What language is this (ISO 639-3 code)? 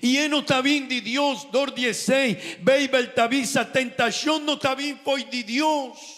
pap